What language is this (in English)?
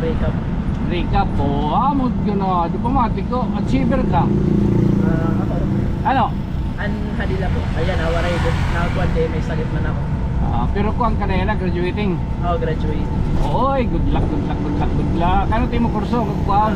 Waray